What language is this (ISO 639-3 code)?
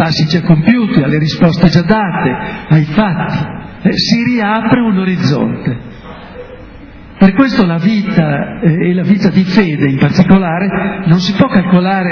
ita